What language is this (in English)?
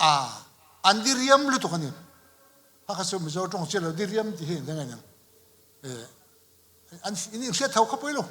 Mizo